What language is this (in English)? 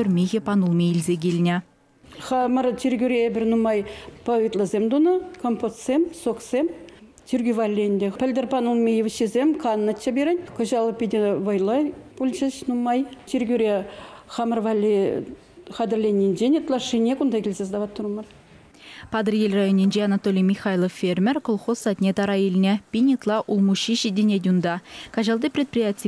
Chuvash